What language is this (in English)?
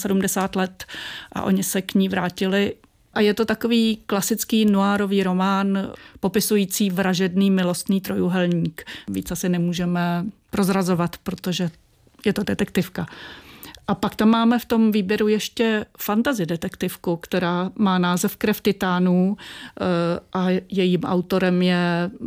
Czech